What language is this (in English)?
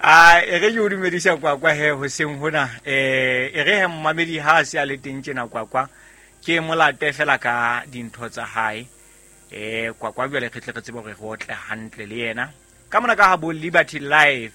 Southern Sotho